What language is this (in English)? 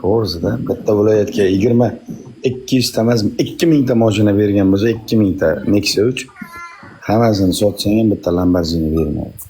Uzbek